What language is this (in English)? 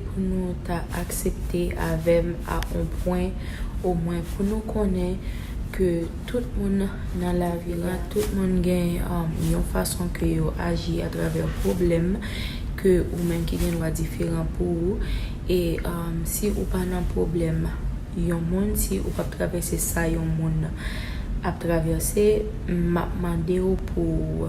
Haitian Creole